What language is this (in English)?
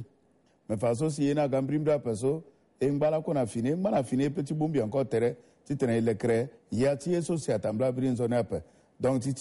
Sango